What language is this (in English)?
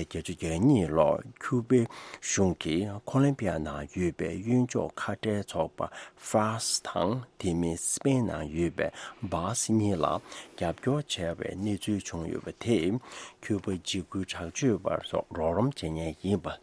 Tibetan